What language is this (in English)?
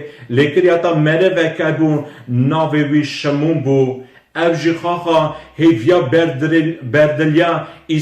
Kurdish